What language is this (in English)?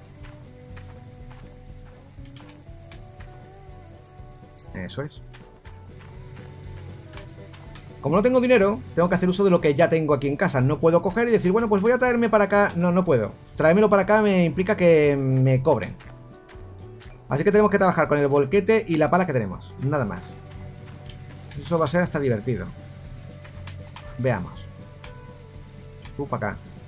Spanish